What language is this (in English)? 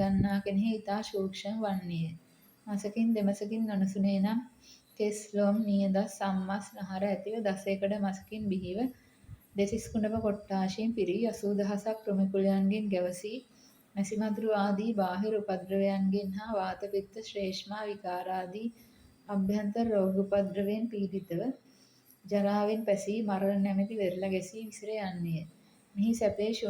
Sinhala